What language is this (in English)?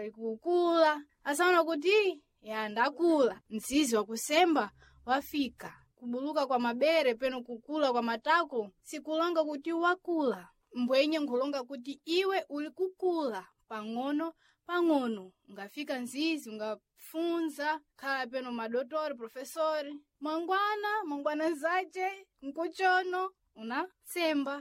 Sena